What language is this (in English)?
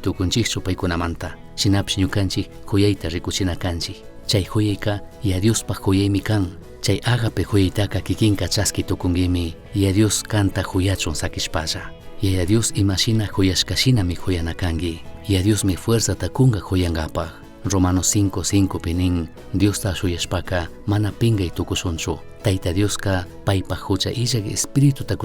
Chimborazo Highland Quichua